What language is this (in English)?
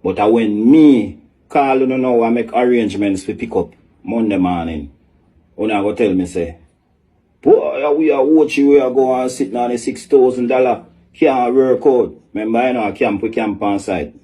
Jamaican Creole English